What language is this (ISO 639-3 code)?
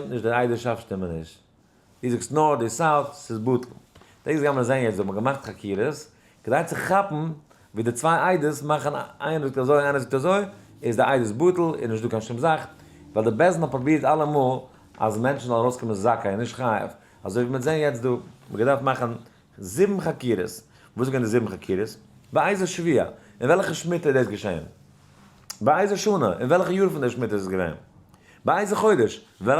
yid